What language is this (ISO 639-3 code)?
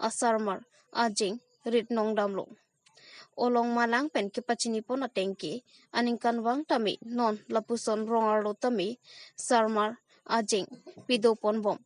mjw